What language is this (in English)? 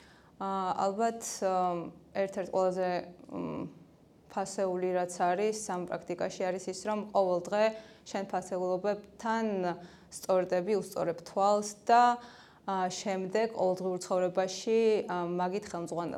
Georgian